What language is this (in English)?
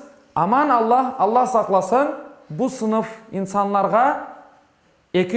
Crimean Tatar